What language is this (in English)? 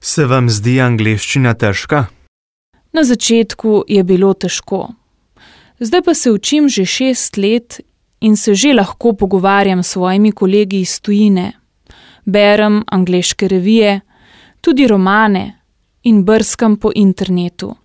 Slovenian